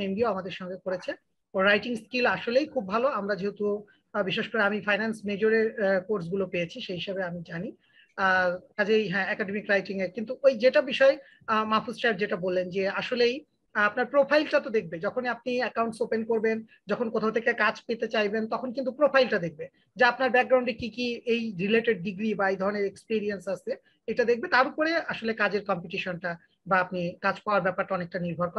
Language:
Bangla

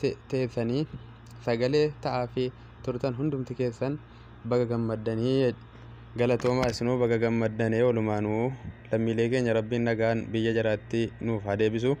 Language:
Oromo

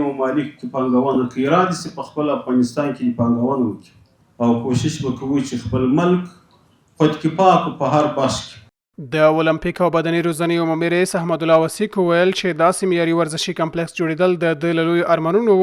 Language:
Pashto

